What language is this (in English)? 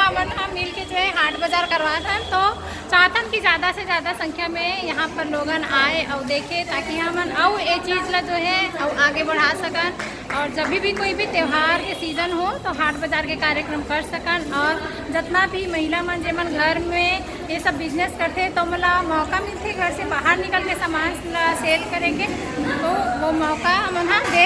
Chhattisgarhi